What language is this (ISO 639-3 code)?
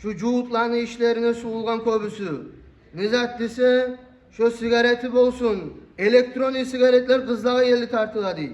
kum